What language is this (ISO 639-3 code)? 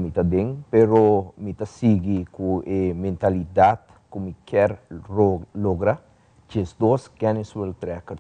pap